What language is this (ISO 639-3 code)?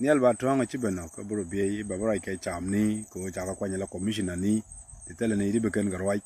nus